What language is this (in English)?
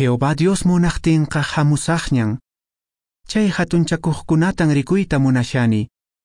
Quechua